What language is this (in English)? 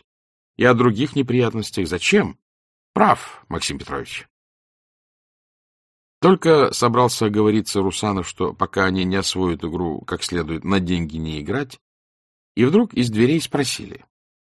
Russian